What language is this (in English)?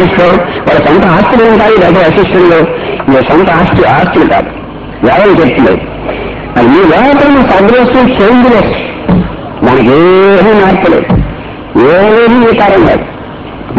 Telugu